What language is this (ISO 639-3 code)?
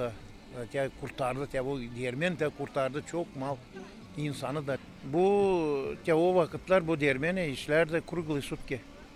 gag